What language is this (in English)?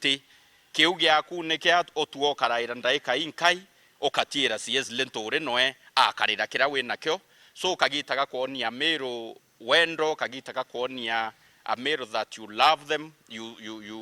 Meru